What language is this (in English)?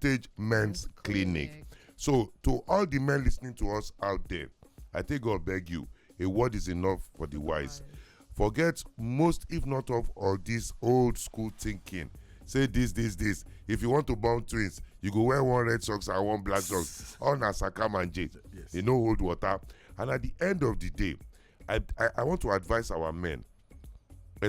Nigerian Pidgin